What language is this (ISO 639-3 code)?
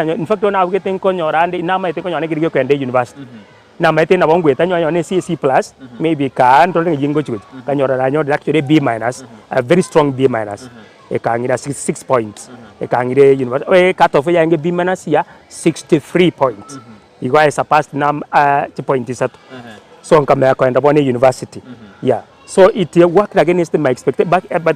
guz